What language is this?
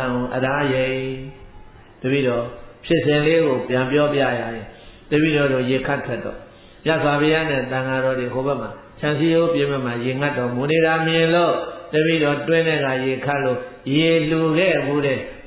Burmese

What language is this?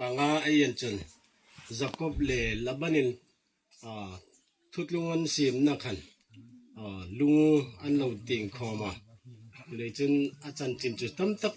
Hmar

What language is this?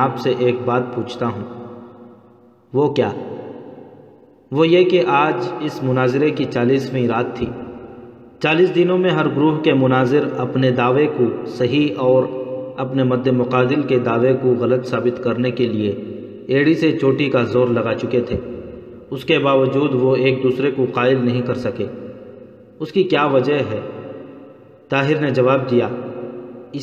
Urdu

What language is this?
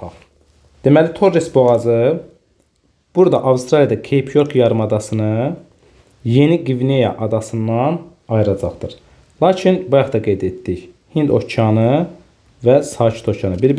Azerbaijani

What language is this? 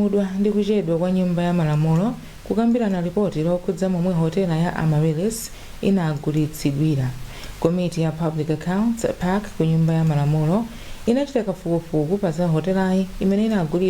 Nyanja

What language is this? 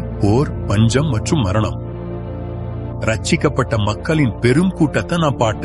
Tamil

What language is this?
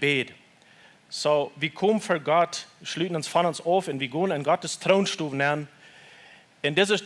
Plautdietsch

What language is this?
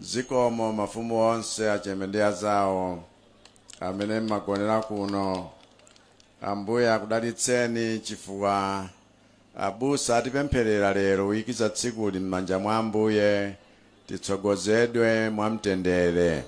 Nyanja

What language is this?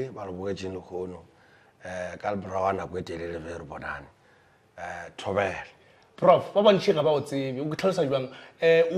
Northern Sotho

